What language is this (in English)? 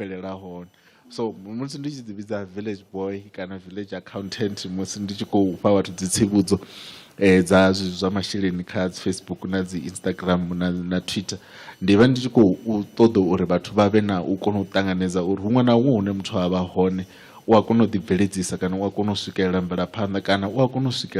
Venda